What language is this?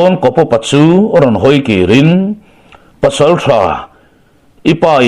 Mizo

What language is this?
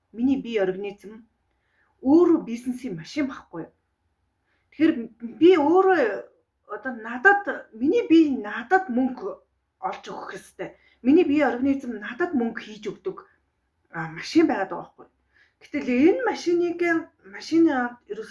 Mongolian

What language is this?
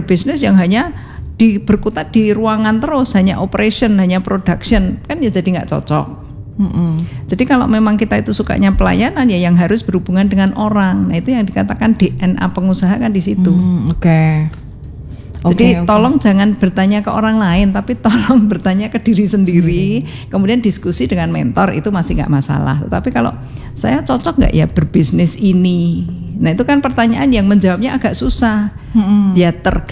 Indonesian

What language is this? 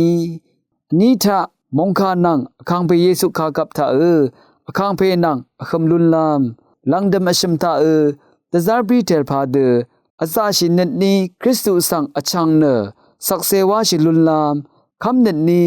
Rawang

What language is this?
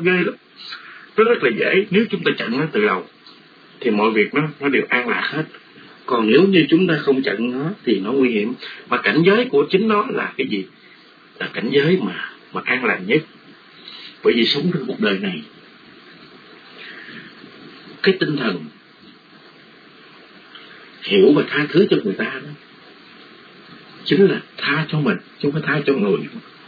Vietnamese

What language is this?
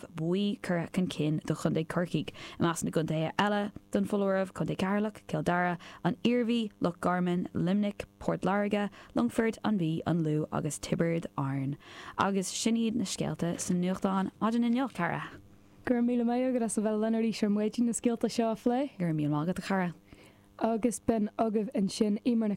Irish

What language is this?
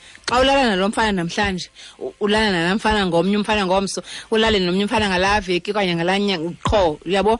Xhosa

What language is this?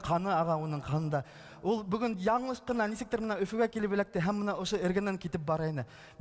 Bashkir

